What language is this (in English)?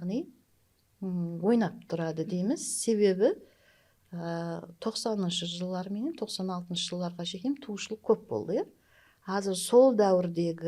Kara-Kalpak